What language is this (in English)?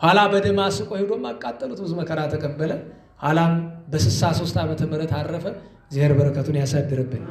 Amharic